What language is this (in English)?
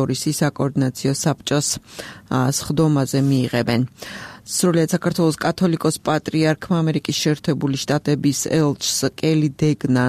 Georgian